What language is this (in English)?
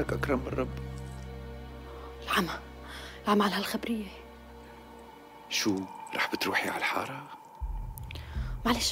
North Levantine Arabic